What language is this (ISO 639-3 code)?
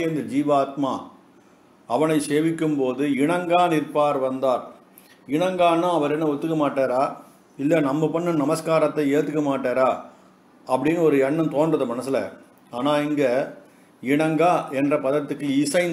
tam